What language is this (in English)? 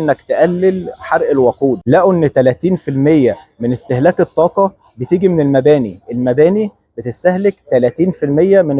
Egyptian Arabic